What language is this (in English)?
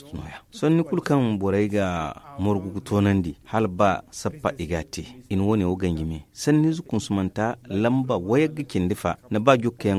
Zarma